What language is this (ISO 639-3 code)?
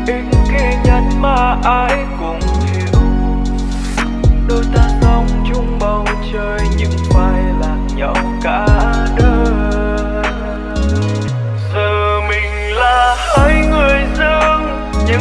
vie